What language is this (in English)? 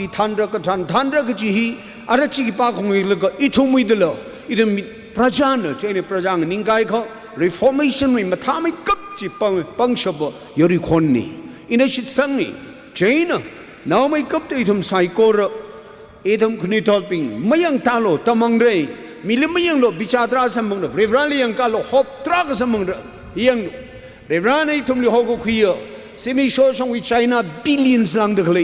Tangkhul Naga (India)